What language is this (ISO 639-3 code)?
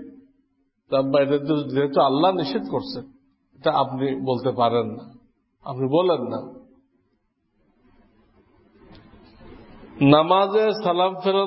ben